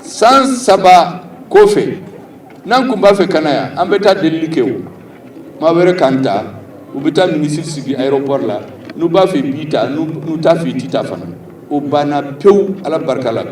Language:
Bambara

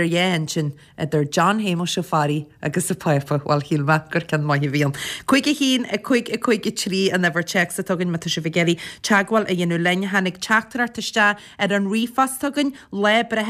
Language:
Irish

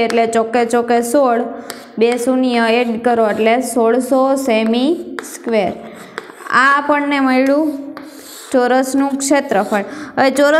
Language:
Gujarati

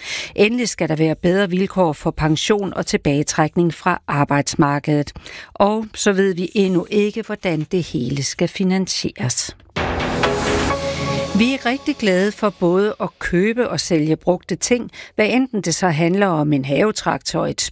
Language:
Danish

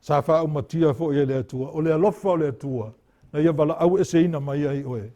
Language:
Samoan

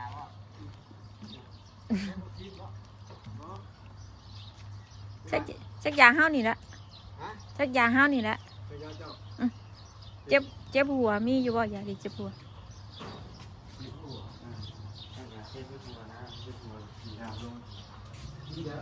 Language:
Northeastern Thai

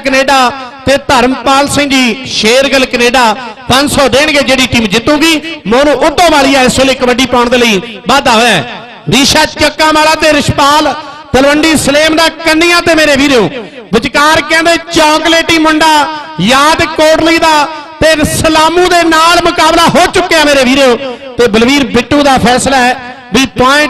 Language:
Punjabi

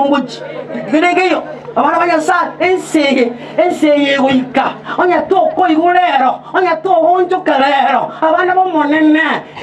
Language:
Gusii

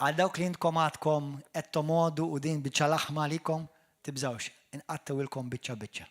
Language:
Maltese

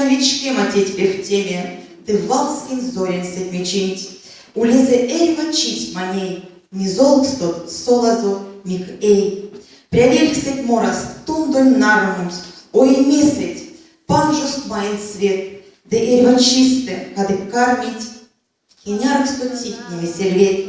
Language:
Erzya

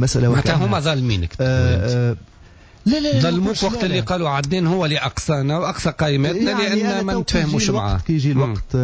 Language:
Tunisian Arabic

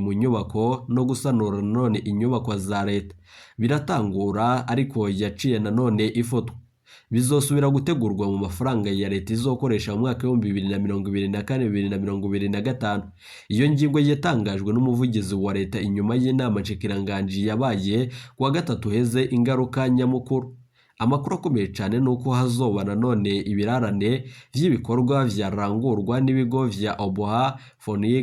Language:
Rundi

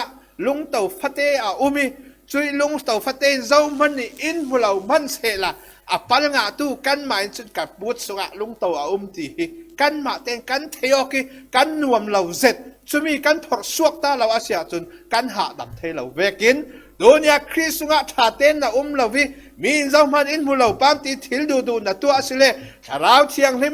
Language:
Falam Chin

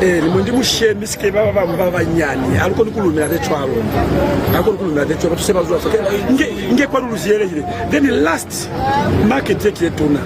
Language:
Lozi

